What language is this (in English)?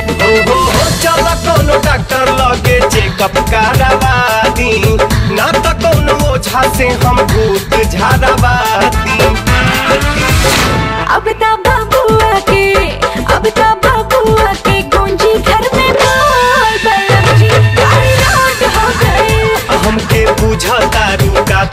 Bhojpuri